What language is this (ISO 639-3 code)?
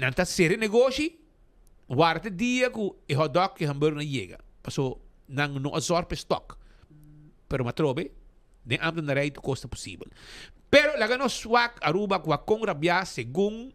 pap